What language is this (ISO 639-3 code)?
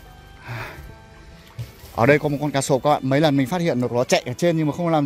vie